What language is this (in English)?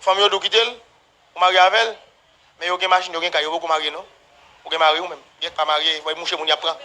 Haitian Creole